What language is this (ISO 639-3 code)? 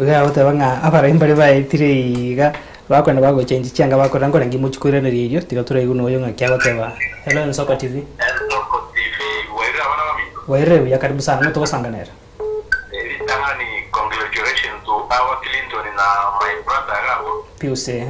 guz